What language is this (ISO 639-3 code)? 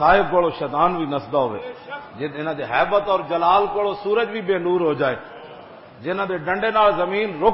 lah